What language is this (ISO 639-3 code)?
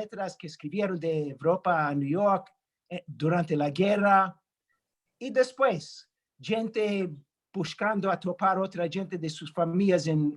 lad